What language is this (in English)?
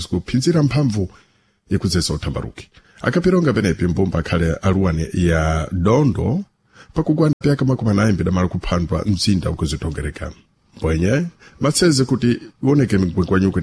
Sena